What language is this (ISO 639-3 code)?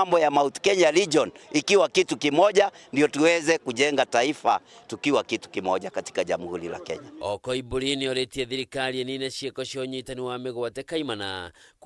kik